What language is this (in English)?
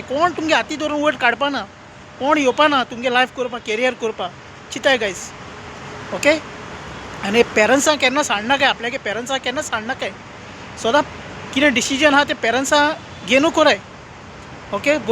Konkani